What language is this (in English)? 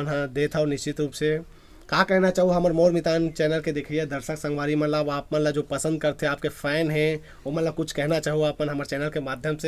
Chhattisgarhi